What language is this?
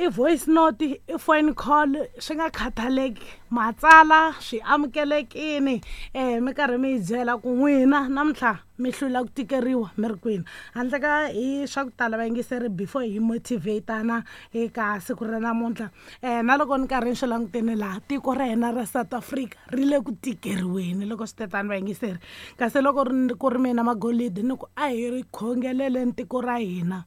Tsonga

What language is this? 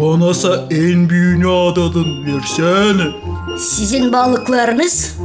Gagauz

